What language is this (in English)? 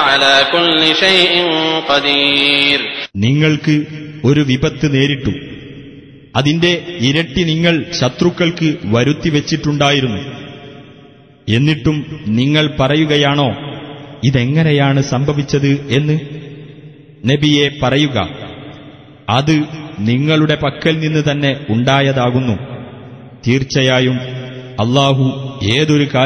Malayalam